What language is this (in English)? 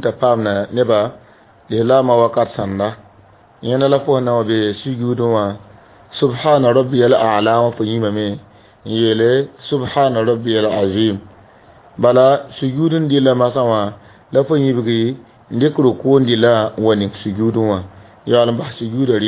Mossi